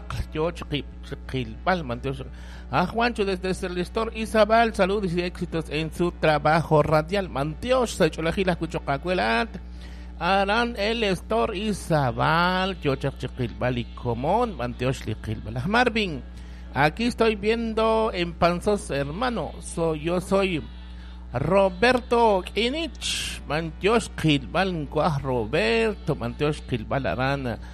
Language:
Kekchí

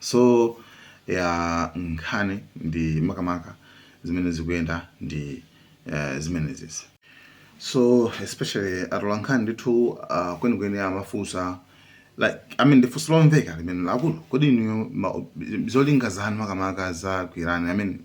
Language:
Nyanja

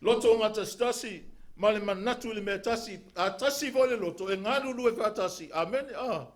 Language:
Samoan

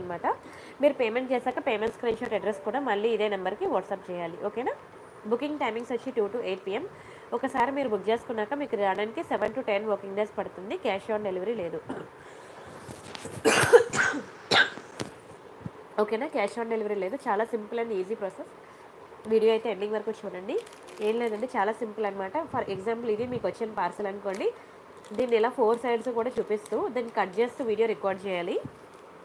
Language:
Telugu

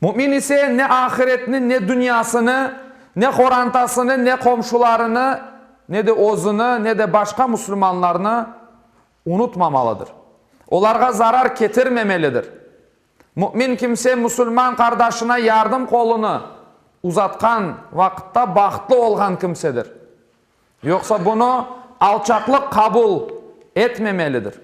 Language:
Crimean Tatar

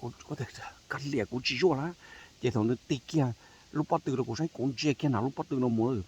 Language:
Hmong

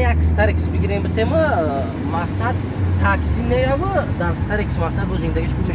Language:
Tajik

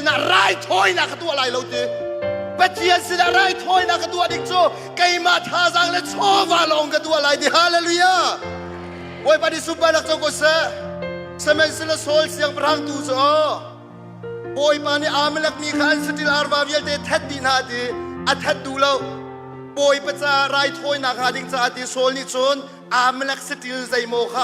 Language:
Hakha Chin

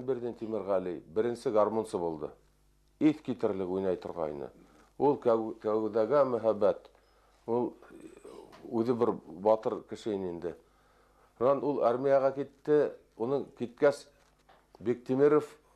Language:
Bashkir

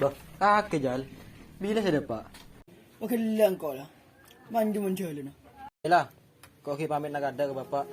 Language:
Madurese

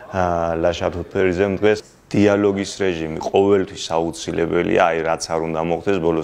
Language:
Georgian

